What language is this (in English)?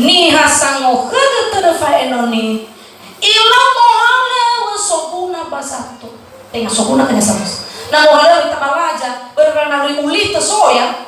Nias